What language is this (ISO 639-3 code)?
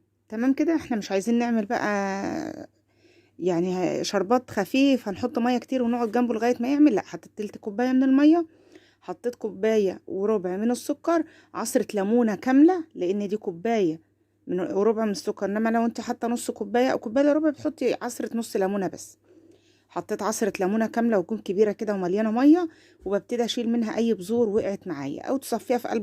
arz